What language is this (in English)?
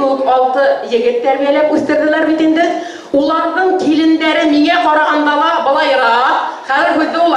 Bashkir